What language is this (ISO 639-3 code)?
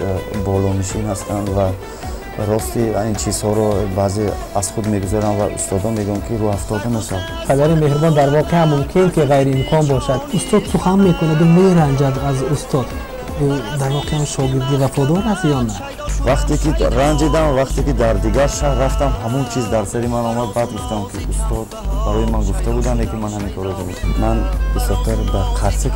tgk